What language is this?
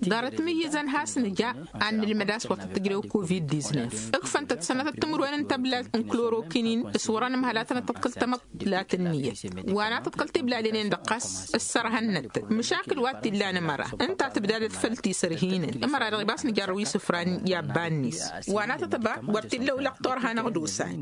Tamasheq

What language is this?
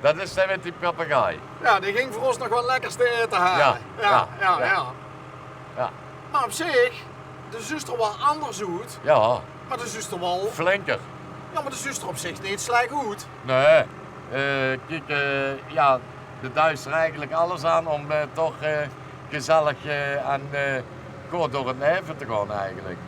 Limburgish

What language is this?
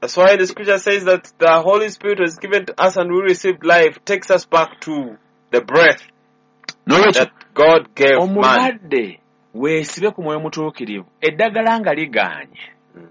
Ganda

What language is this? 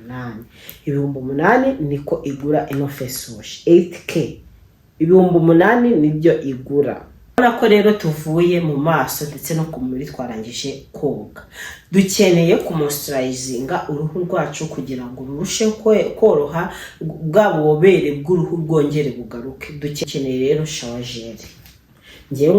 Kinyarwanda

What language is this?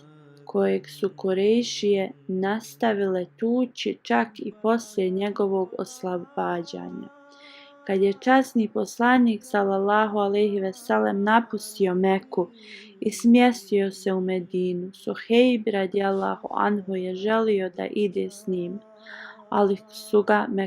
Bosnian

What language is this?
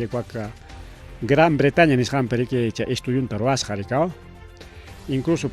Ayacucho Quechua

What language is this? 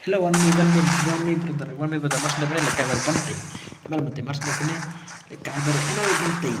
Khasi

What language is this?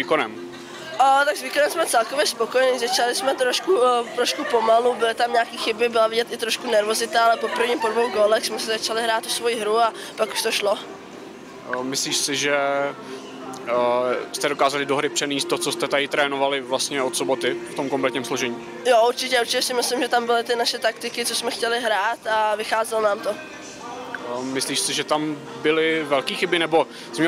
Czech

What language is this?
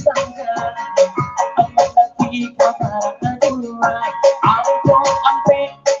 Minangkabau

